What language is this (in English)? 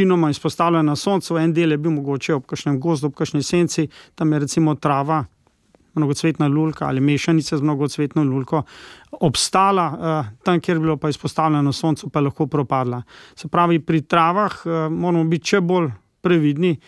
Slovenian